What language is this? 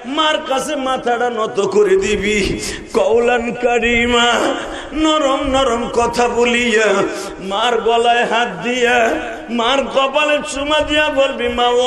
Bangla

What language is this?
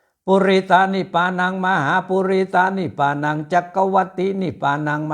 Pali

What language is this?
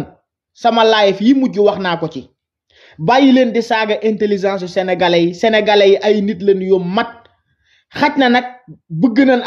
Wolof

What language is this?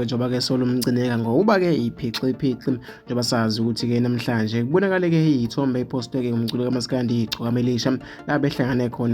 Zulu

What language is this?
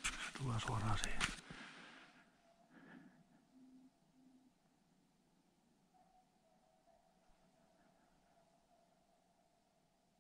Finnish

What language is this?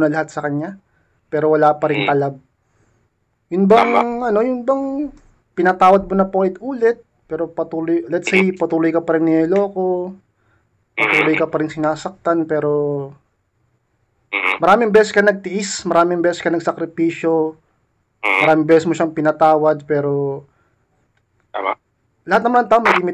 Filipino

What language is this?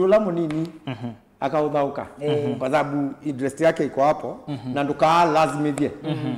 Kamba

